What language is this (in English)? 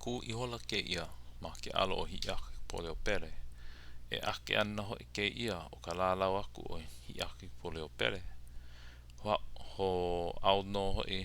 Hawaiian